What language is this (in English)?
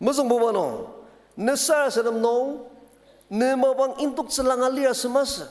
Ao Naga